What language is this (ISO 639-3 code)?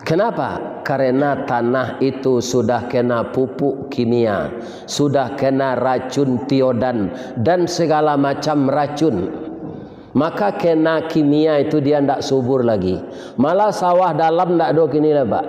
min